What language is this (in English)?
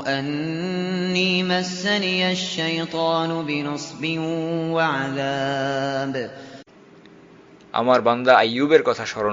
Bangla